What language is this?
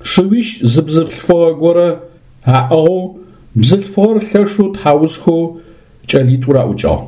Adyghe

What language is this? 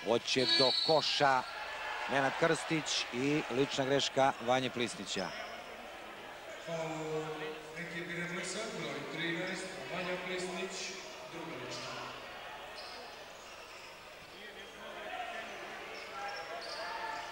Serbian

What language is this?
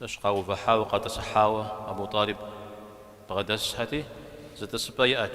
Kabardian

